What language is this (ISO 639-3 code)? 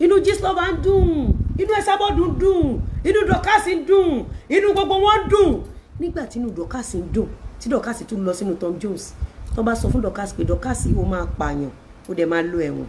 yor